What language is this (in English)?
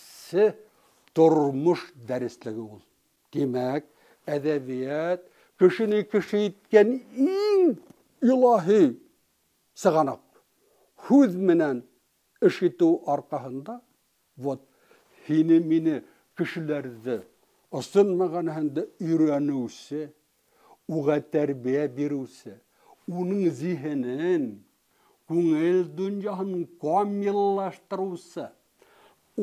Bashkir